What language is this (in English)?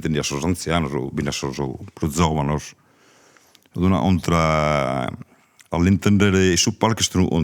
Sardinian